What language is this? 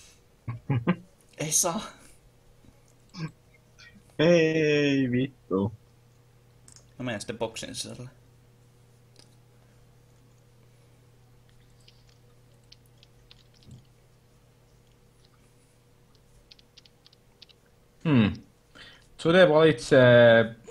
Finnish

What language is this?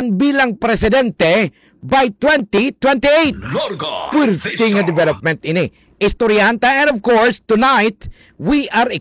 Hiligaynon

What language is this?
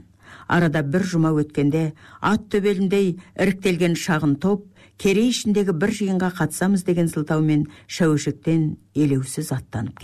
Kazakh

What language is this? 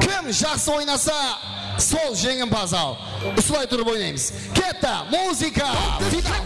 Kara-Kalpak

